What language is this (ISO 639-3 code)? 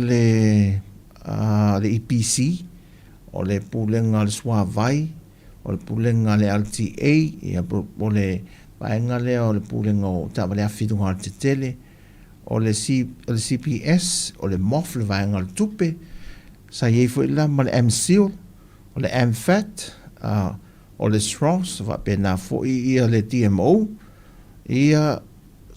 smo